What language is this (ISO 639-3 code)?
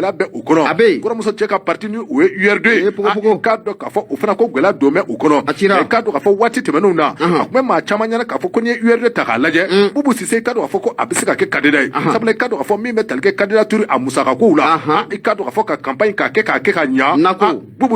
bam